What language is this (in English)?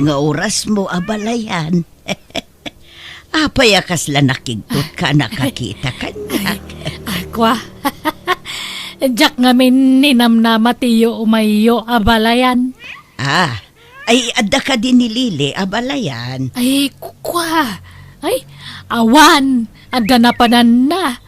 Iloko